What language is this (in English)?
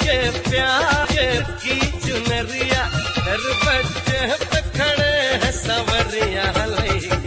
Bhojpuri